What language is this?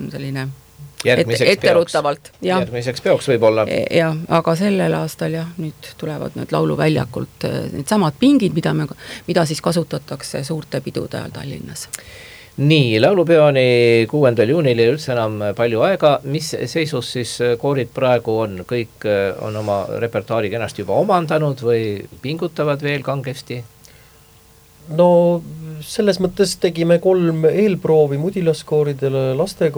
Estonian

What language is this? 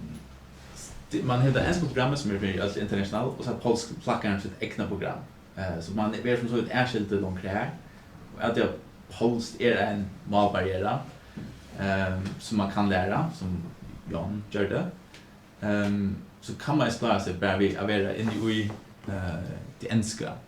Faroese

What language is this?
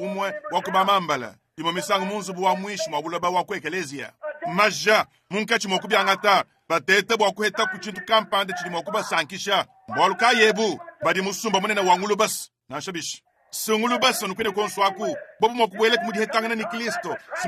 Luba-Lulua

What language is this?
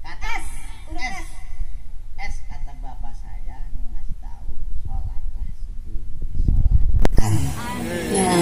Betawi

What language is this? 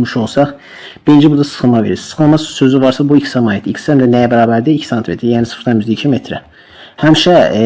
Azerbaijani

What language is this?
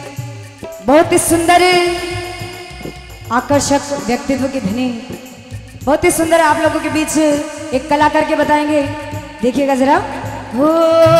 Hindi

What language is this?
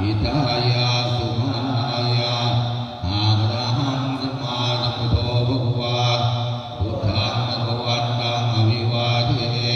Pali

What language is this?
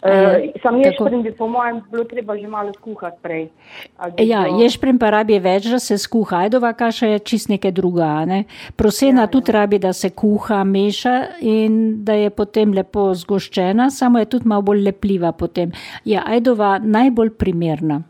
Slovenian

